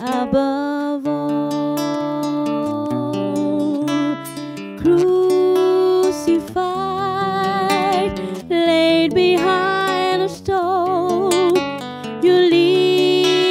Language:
Morisyen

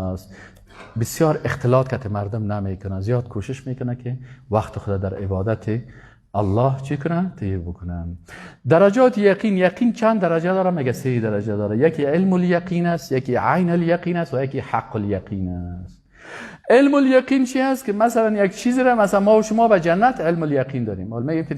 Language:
Persian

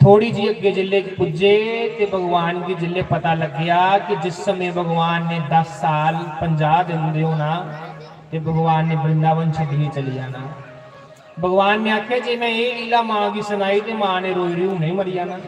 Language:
Dogri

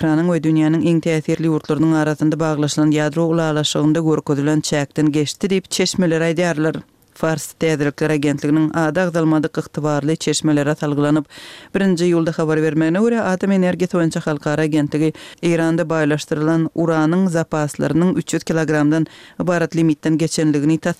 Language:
Turkmen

